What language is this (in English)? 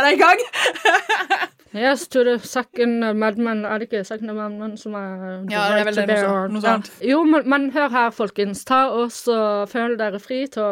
Norwegian